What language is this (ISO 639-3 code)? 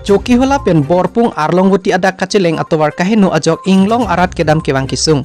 mjw